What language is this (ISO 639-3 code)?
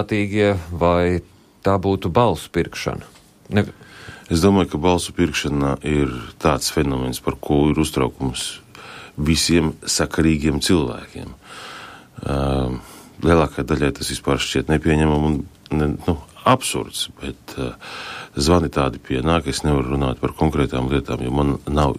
lav